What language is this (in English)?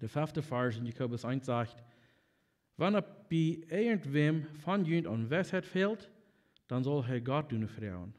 Plautdietsch